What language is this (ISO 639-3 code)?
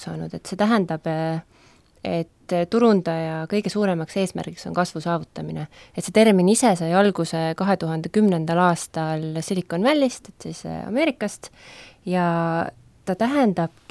est